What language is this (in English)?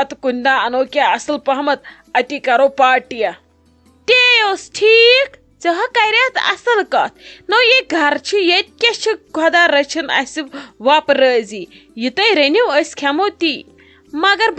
Kashmiri